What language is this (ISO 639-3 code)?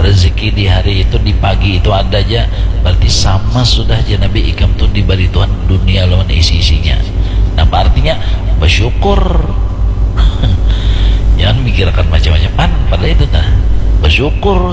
bjn